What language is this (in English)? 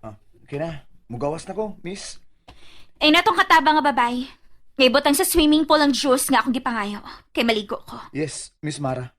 Cebuano